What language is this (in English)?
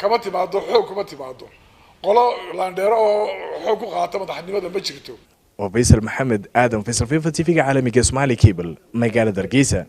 Somali